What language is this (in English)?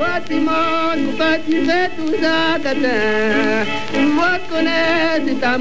Cajun French